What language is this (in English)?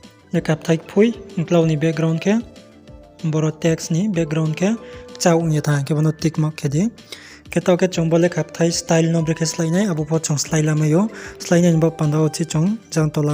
Riang (India)